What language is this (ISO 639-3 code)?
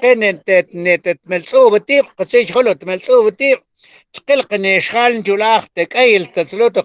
mam